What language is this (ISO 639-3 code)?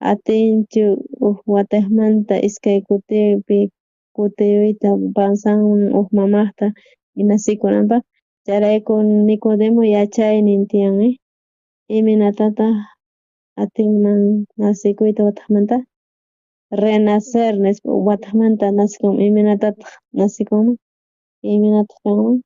quh